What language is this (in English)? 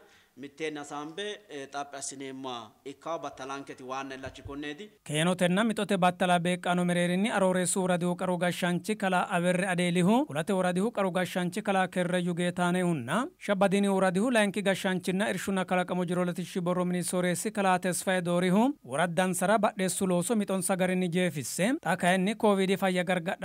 Sidamo